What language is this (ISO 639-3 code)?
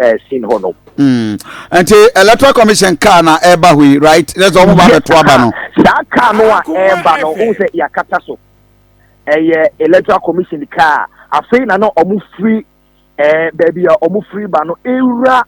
aka